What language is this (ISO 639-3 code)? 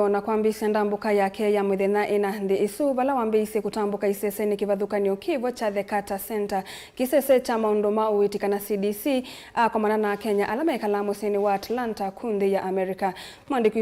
kam